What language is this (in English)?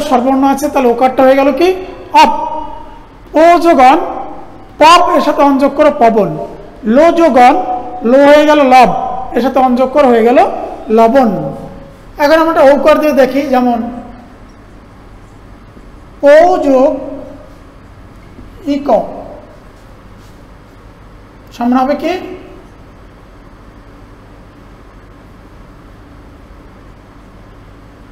Bangla